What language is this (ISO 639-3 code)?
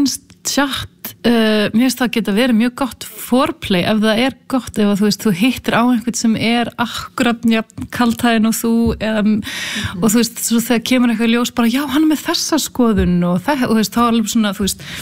isl